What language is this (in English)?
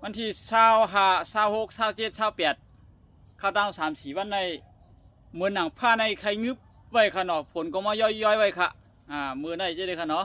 Shan